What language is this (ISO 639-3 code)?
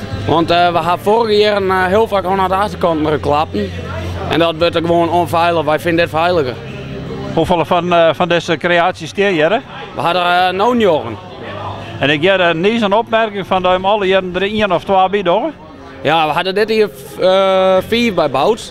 fry